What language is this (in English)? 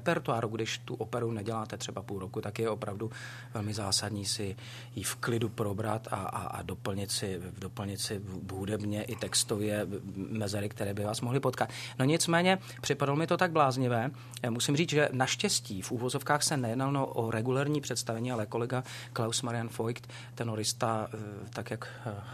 Czech